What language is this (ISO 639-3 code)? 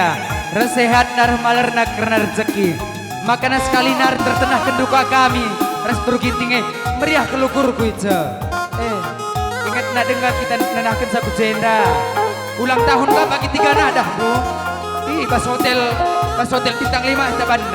btx